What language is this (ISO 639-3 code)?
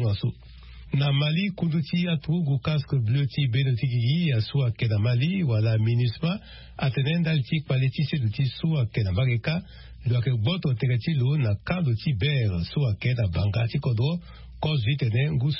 sag